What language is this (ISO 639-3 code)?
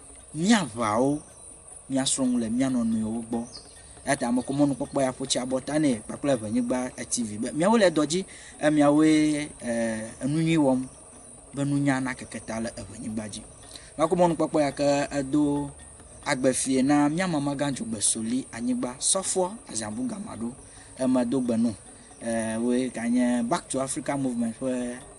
ewe